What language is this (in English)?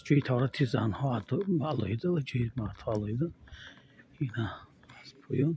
Tajik